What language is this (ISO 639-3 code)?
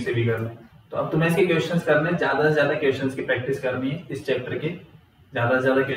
hin